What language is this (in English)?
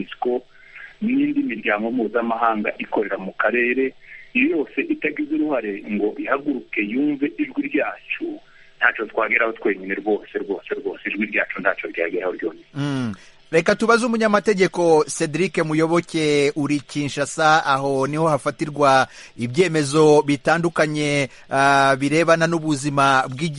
Kinyarwanda